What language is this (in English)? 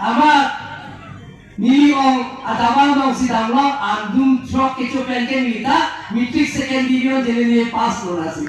Karbi